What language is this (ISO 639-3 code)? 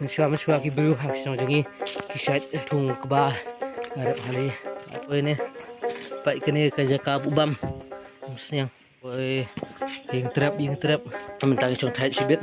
kha